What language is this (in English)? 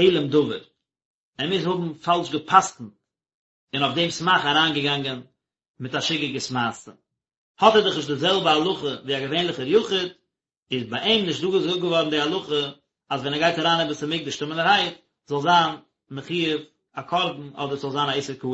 Yiddish